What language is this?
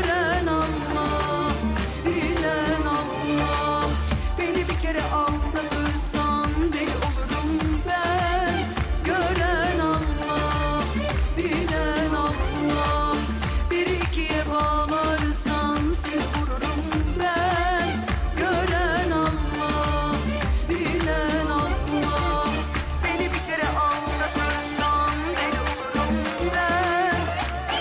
Turkish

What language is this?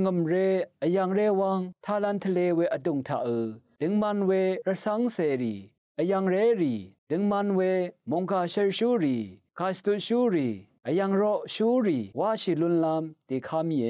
Rawang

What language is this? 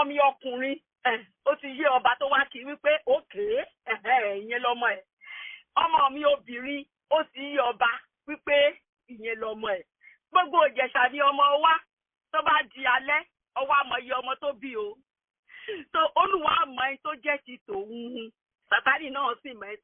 Yoruba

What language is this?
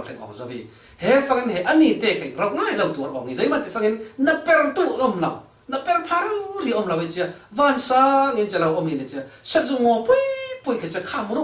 Falam Chin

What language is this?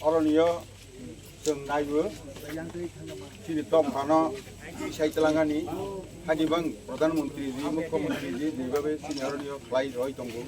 Kok Borok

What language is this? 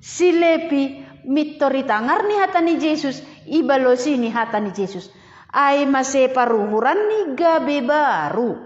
Batak Simalungun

